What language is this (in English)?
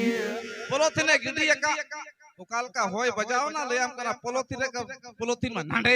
Santali